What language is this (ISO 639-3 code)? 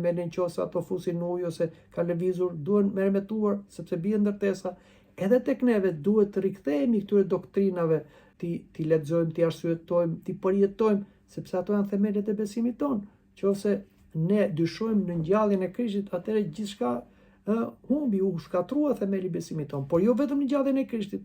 sqi